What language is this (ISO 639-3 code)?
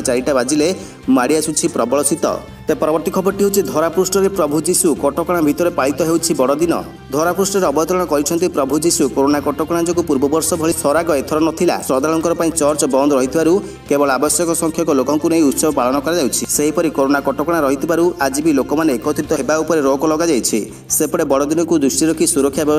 ori